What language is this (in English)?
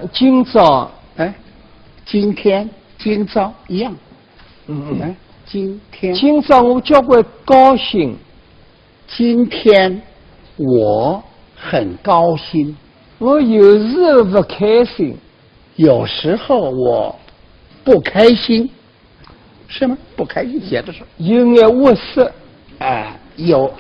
Wu Chinese